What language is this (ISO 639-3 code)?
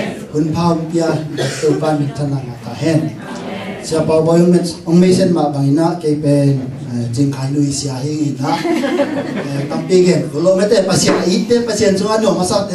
ctd